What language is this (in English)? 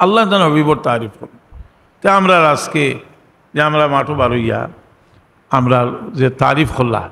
Sylheti